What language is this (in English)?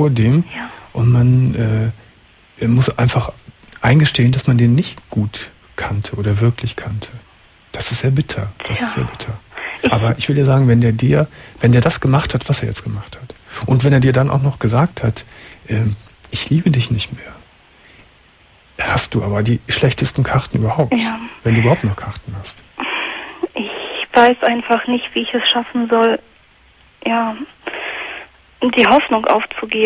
German